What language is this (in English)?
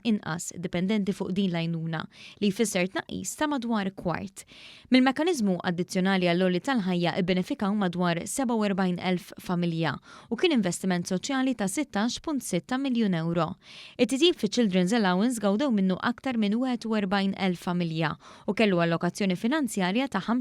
Maltese